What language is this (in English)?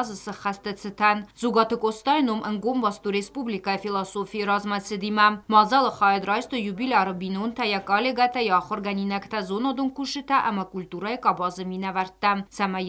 Ossetic